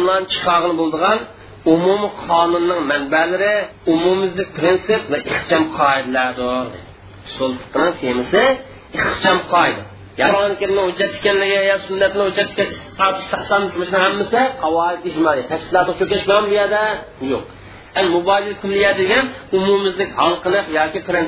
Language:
Uyghur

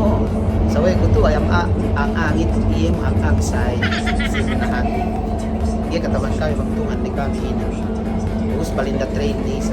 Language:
Yakan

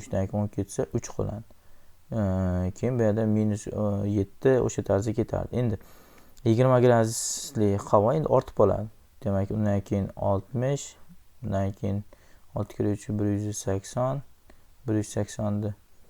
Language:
Uzbek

